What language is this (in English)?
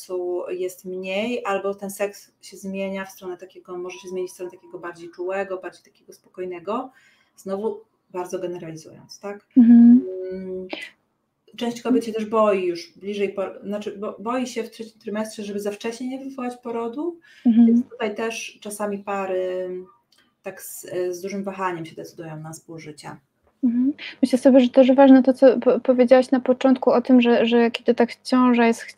Polish